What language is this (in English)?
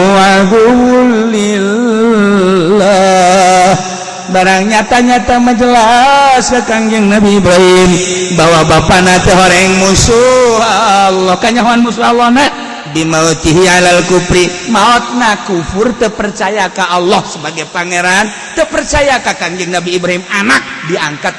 Sundanese